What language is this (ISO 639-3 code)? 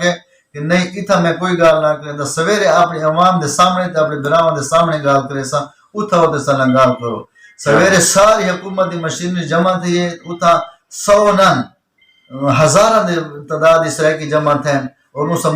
skr